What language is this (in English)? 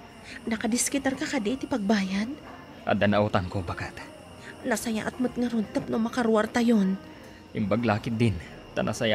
Iloko